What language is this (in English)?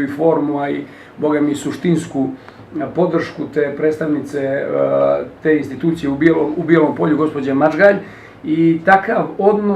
Bosnian